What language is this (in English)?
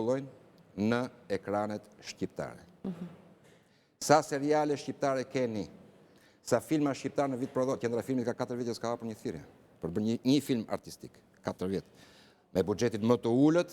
Albanian